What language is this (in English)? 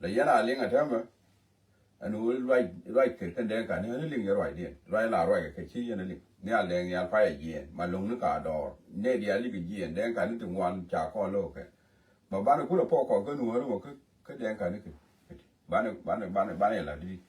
Nuer